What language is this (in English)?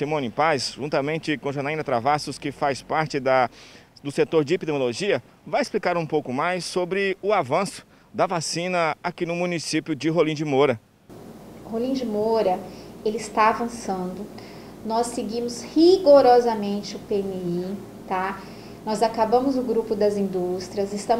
Portuguese